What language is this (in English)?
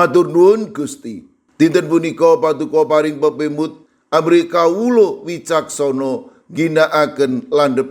Javanese